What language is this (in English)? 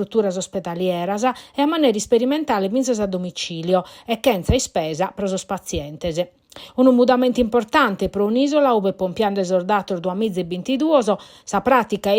Sardinian